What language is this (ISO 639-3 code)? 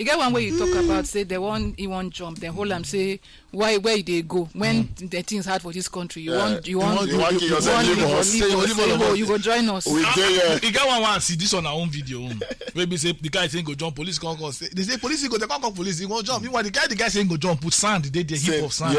pcm